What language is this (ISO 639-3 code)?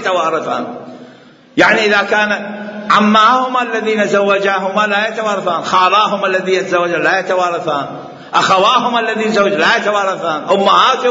acm